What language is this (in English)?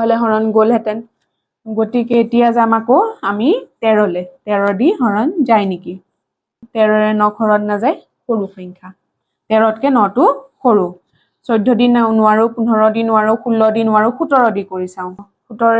Assamese